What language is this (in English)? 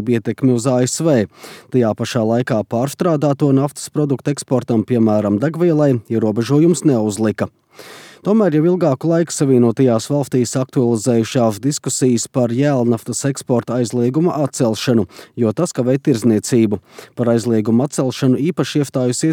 Latvian